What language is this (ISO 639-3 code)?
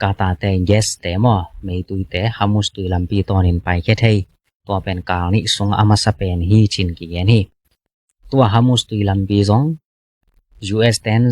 ctd